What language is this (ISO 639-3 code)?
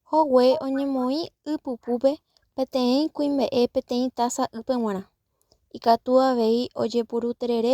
grn